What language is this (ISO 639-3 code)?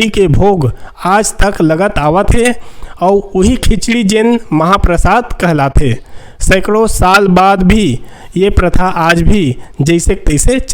hne